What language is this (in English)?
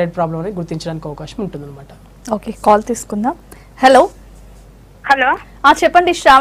Telugu